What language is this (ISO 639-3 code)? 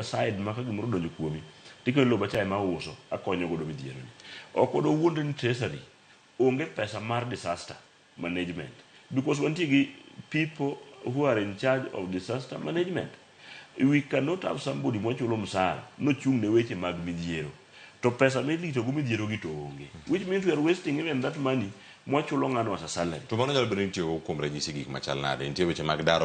luo